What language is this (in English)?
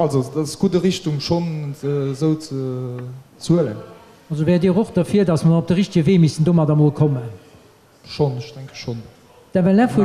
Luxembourgish